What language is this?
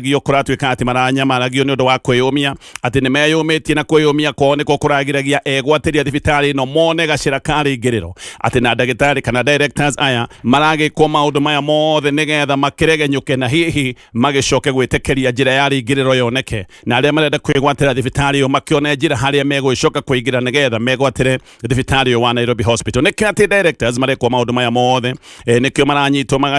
Kikuyu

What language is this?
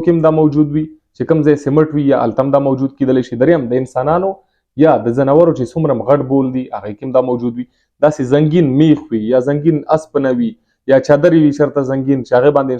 Pashto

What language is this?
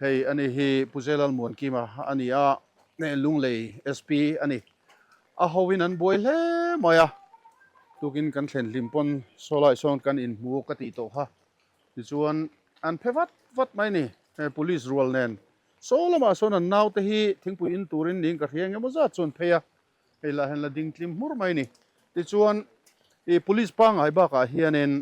Mizo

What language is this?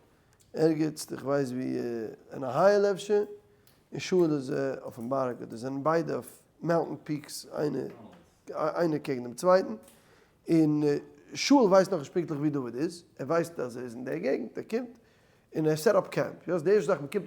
Yiddish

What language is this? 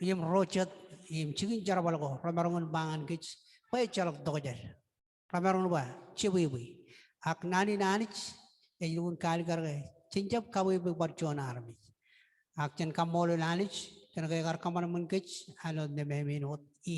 Marshallese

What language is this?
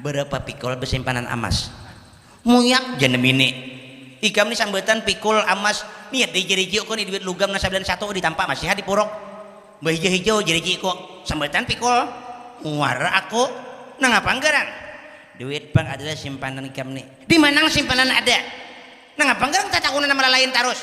Banjar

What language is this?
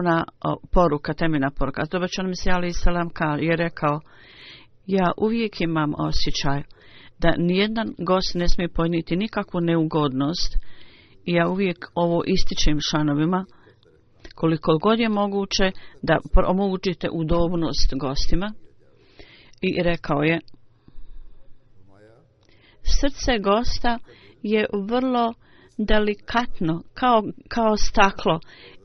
Bosnian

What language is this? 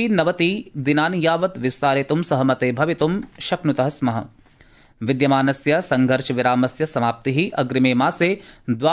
Sanskrit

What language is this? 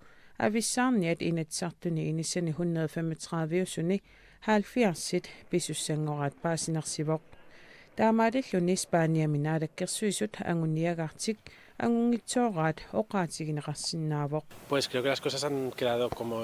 Kalaallisut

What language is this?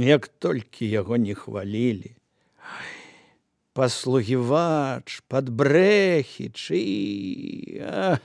Belarusian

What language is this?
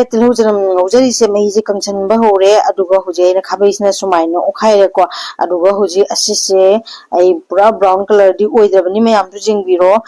Manipuri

